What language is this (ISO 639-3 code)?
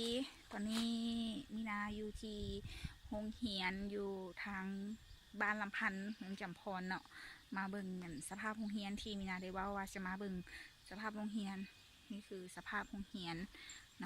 lao